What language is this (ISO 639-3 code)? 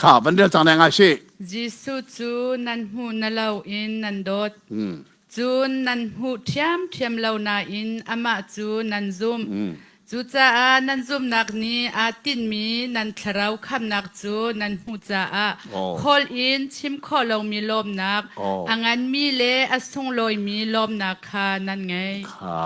cnh